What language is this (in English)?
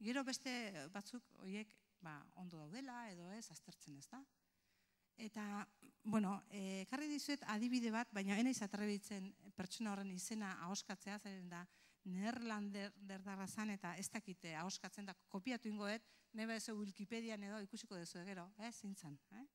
Basque